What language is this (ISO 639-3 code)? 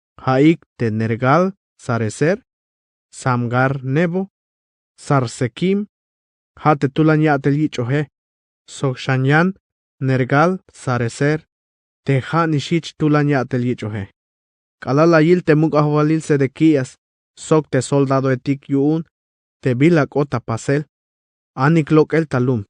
tzh